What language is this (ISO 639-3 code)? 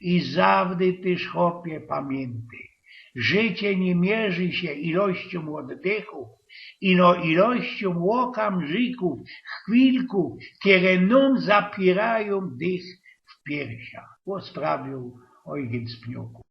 szl